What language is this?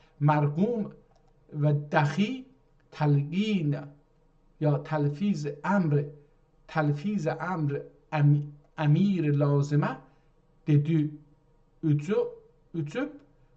South Azerbaijani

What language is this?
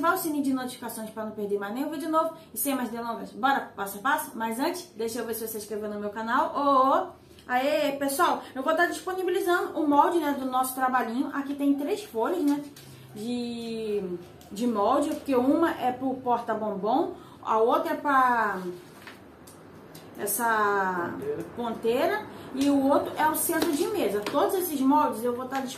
Portuguese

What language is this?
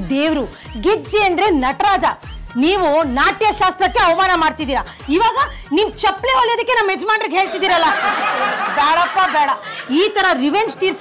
Kannada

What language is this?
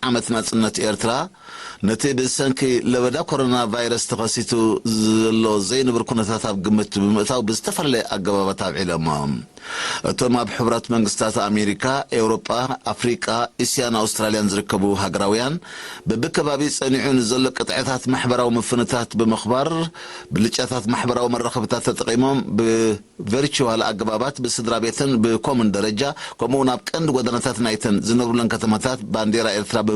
Tigrinya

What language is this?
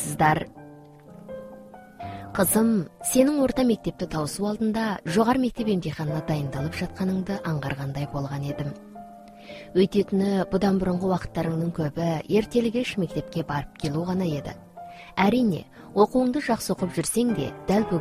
Kazakh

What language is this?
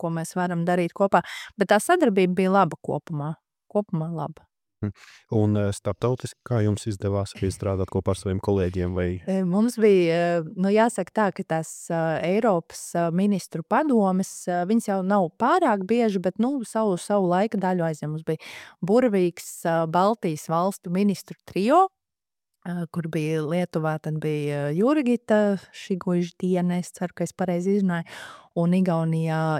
Latvian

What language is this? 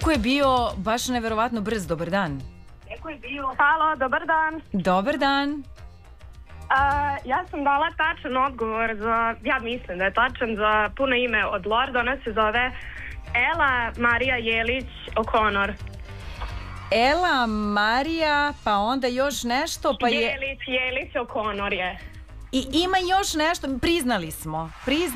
Serbian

